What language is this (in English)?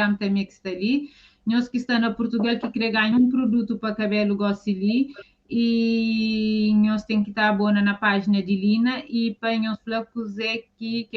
Kabuverdianu